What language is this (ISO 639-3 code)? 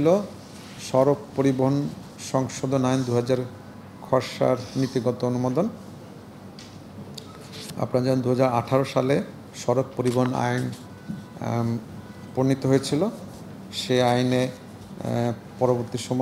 ben